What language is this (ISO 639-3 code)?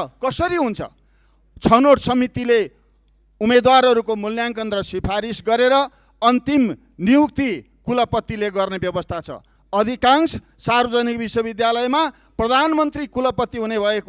nep